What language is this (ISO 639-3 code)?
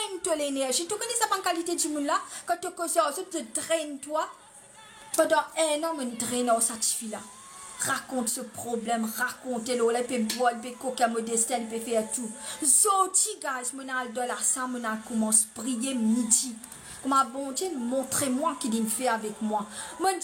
mfe